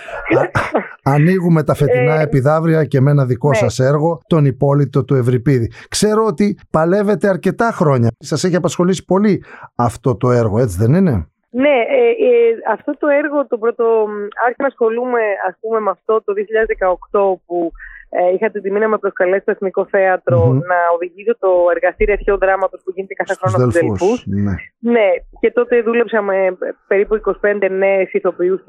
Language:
Greek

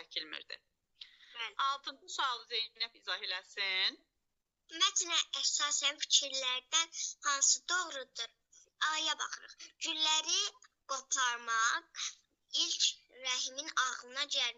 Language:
Azerbaijani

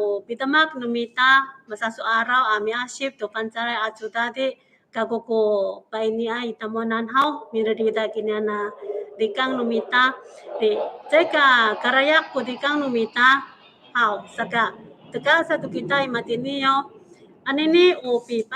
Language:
Amis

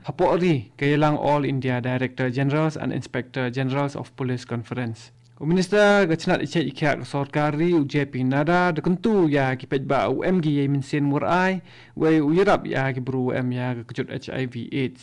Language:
Khasi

